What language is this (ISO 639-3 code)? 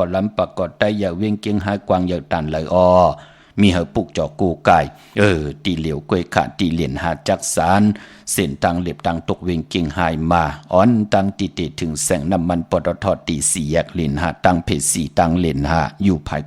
shn